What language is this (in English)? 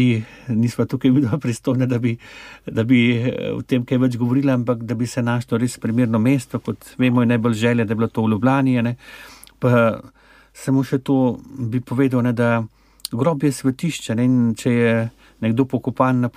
Slovenian